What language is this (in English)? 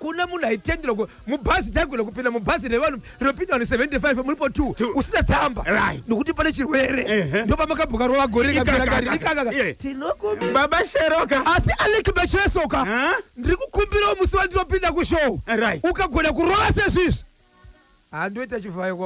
Shona